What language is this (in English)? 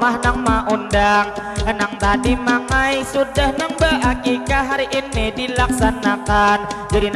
Banjar